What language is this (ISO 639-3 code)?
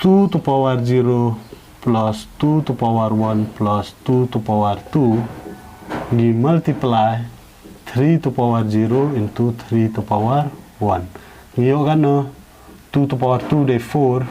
kha